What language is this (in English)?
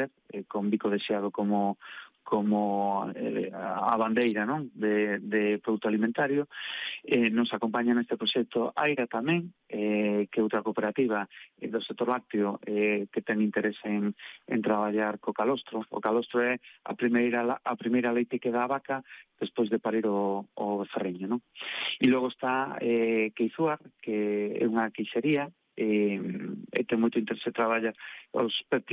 Galician